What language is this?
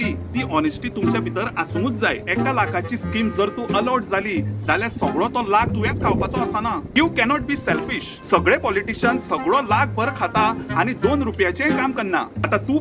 Konkani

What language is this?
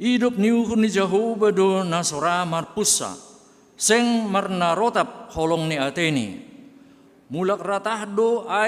Batak Simalungun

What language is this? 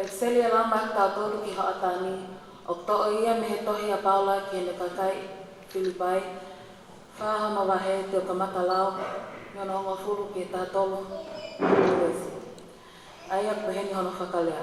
Tongan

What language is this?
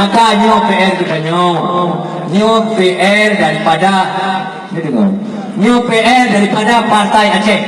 Achinese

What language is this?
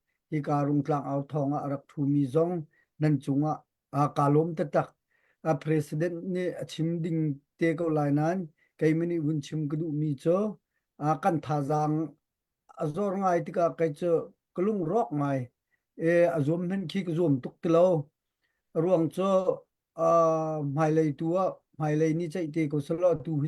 Hakha Chin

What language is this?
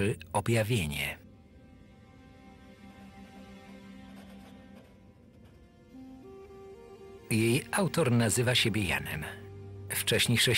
Polish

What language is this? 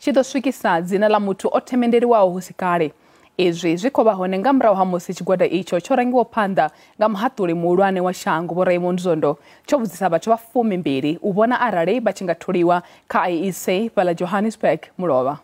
Venda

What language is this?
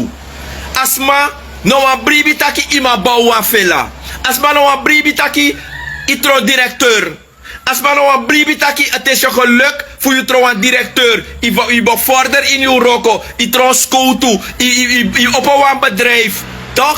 Sranan Tongo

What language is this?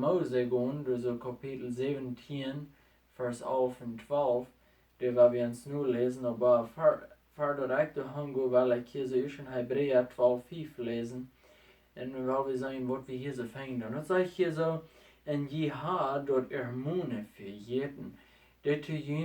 Plautdietsch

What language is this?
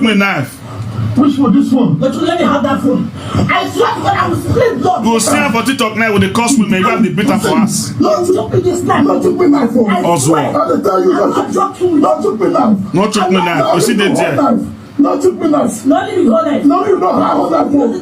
Nigerian Pidgin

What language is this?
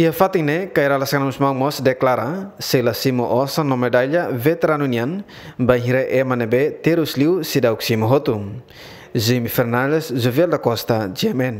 Tetum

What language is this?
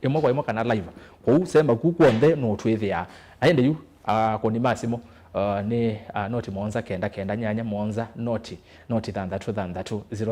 Kamba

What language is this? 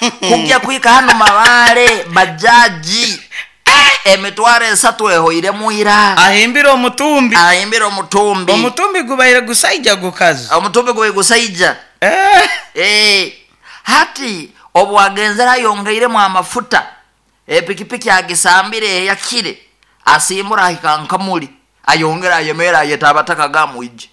Nyoro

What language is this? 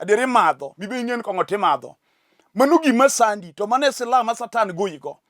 Luo (Kenya and Tanzania)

